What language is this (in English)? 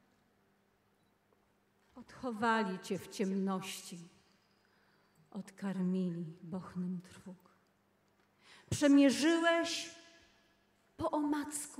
Polish